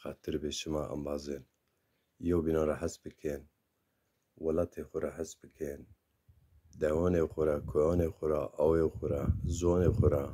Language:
Zaza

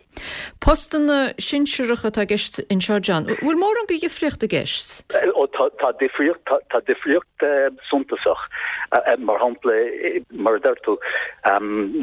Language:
Irish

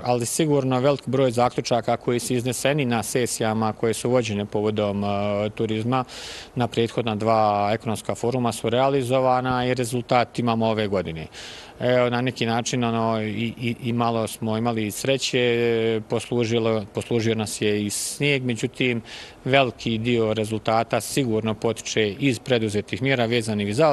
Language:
Bosnian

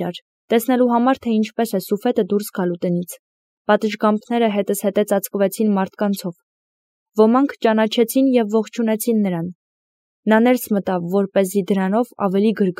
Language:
Armenian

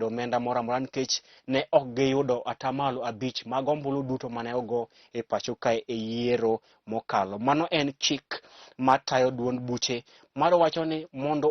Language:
Luo (Kenya and Tanzania)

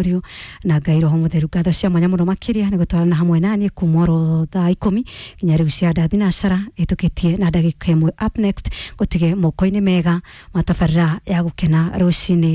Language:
Kikuyu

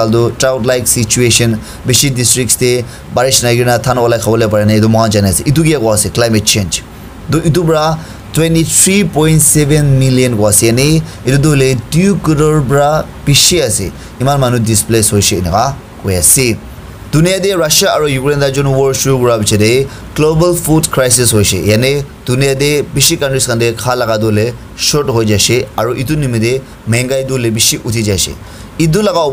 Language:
Naga Pidgin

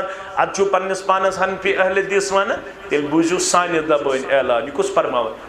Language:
Kashmiri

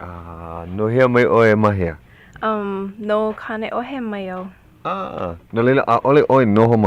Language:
Hawaiian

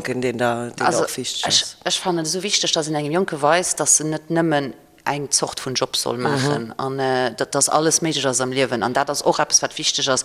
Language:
Luxembourgish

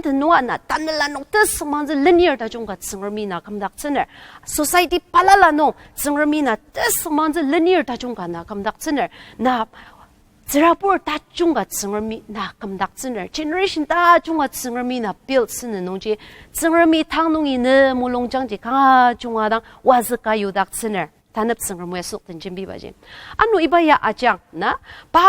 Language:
Ao Naga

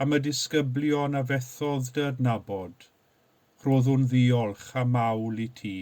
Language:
Welsh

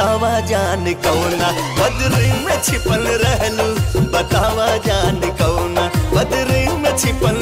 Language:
Bhojpuri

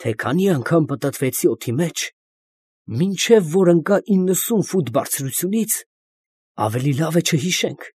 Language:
Armenian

